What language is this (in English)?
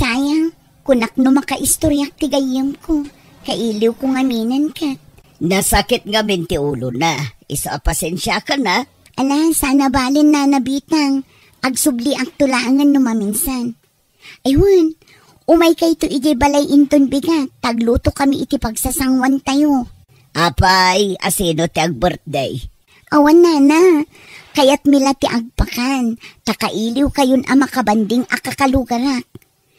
Iloko